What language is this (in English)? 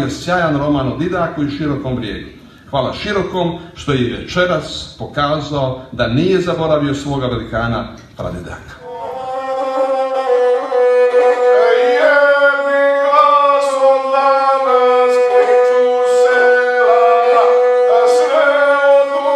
Croatian